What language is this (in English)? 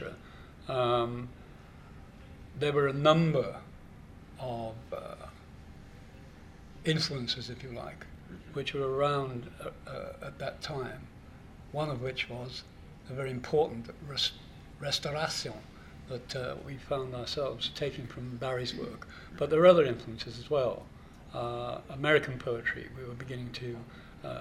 English